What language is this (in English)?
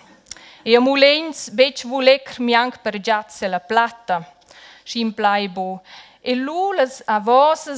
Romansh